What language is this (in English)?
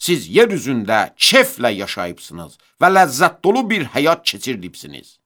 Azerbaijani